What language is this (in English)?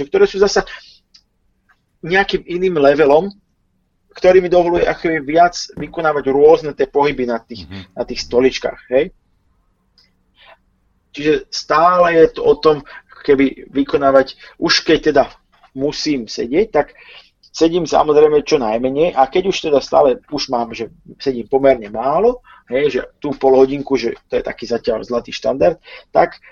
Slovak